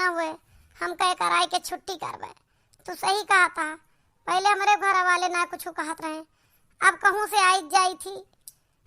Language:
Awadhi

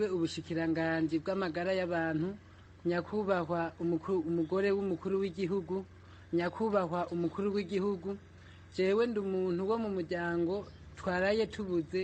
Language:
Rundi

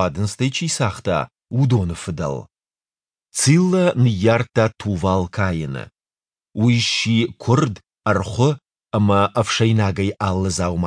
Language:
Ossetic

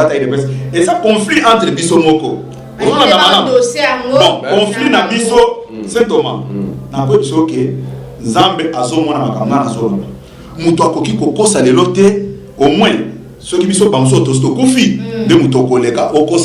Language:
Lingala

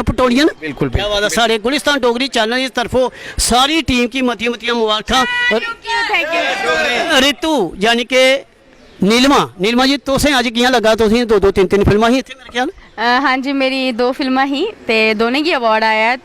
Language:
Dogri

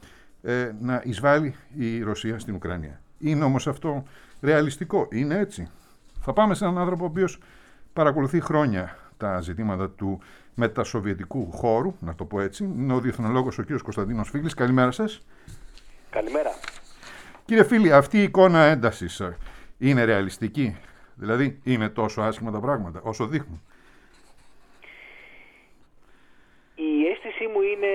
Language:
Greek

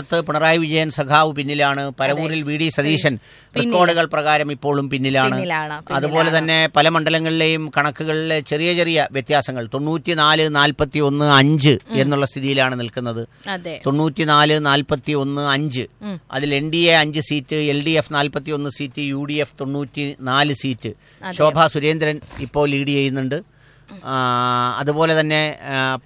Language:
Malayalam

